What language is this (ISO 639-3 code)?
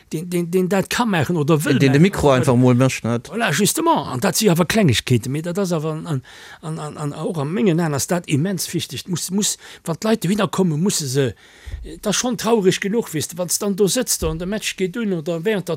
ltz